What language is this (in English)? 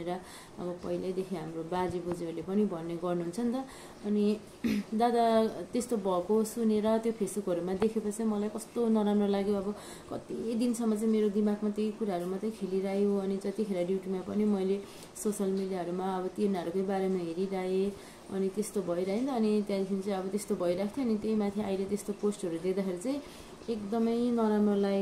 Nepali